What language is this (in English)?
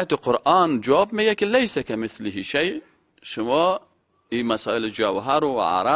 Persian